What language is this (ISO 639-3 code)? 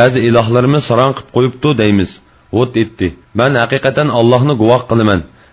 uig